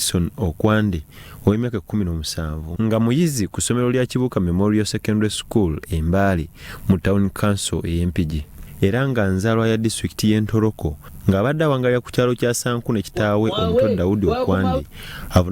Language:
Ganda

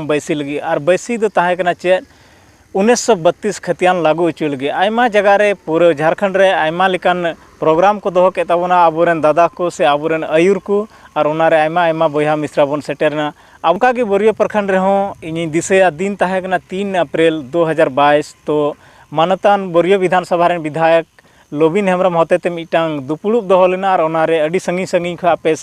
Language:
Santali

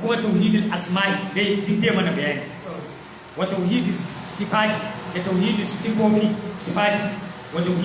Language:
Hausa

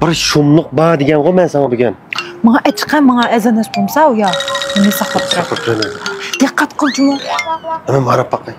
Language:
Uyghur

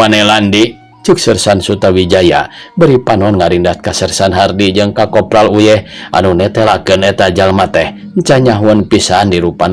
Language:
Sundanese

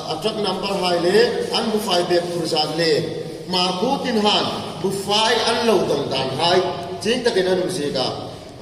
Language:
Hmar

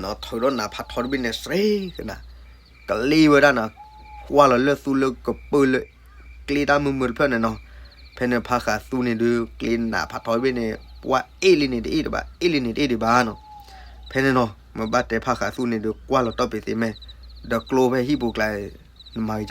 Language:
S'gaw Karen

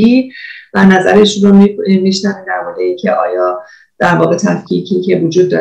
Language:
Persian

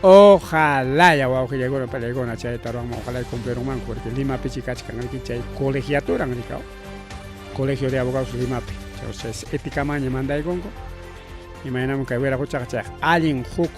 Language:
Ayacucho Quechua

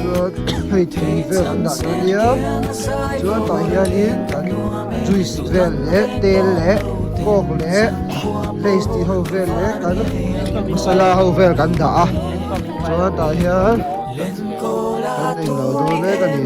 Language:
Mizo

